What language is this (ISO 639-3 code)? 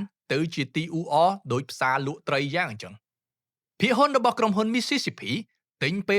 khm